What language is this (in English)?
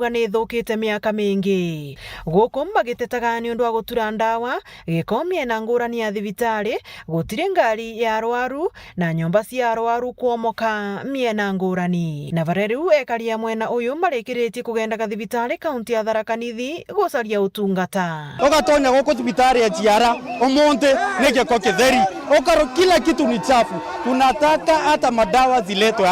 Meru